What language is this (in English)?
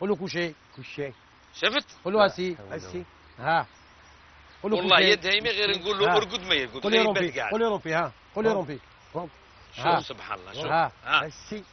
Algerian Arabic